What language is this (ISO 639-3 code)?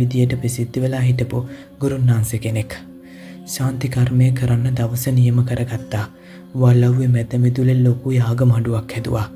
sin